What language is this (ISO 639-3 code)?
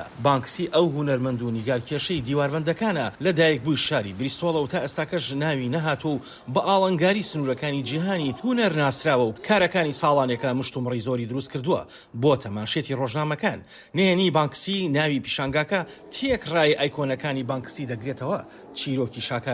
ckb